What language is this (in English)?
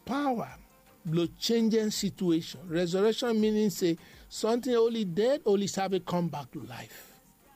Bislama